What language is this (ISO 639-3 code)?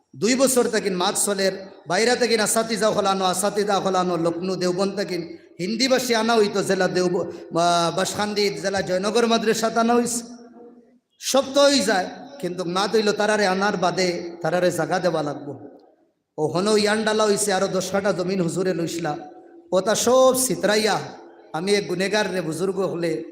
syl